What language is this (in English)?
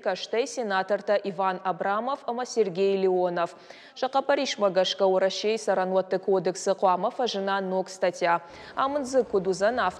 Ossetic